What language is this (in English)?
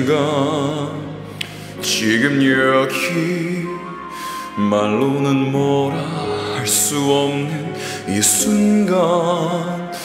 Korean